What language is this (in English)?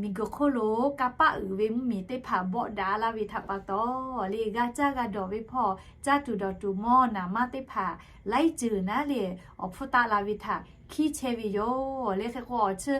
Lahu